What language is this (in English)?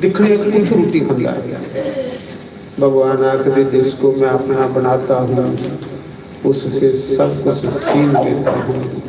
Dogri